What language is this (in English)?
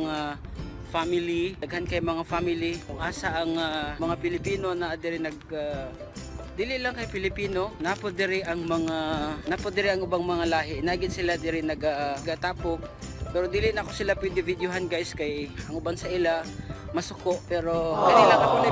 Cebuano